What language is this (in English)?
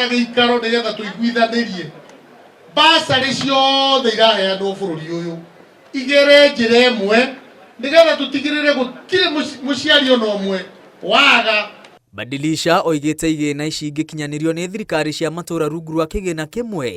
Kikuyu